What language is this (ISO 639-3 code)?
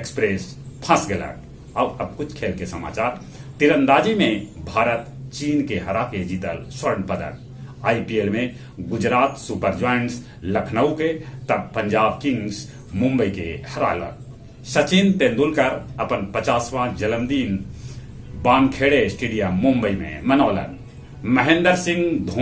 mag